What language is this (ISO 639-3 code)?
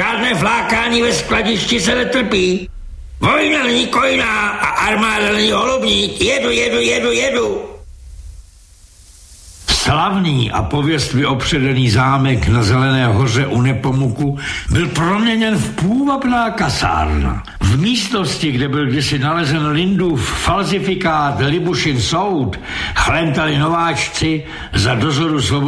ces